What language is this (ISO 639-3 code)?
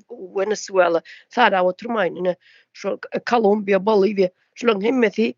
tuk